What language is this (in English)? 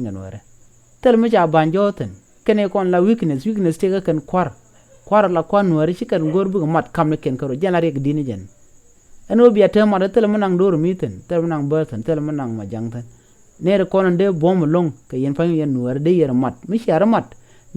Nuer